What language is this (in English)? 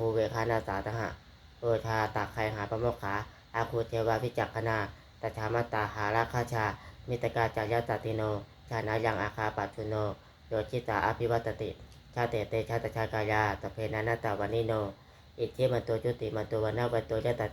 Pali